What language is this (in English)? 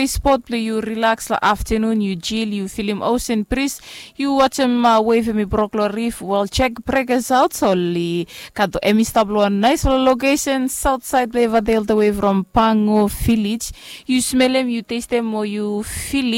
Bislama